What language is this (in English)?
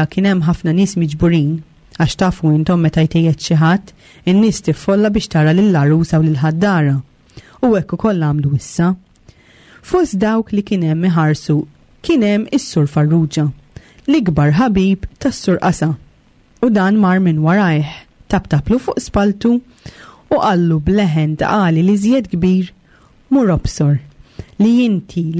Maltese